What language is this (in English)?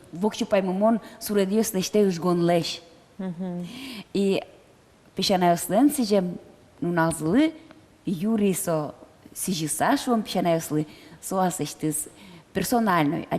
Udmurt